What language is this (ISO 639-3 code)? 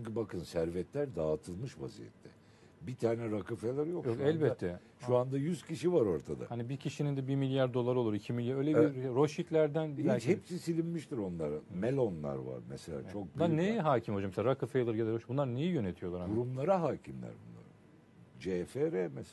tur